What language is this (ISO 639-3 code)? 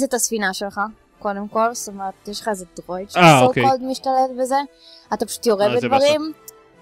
heb